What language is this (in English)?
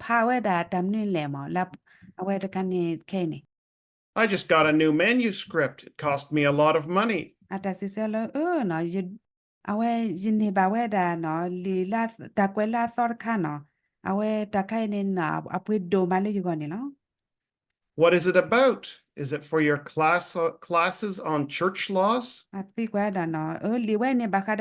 S'gaw Karen